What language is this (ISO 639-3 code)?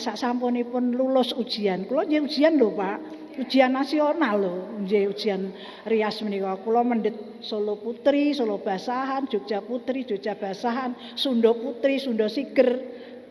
jav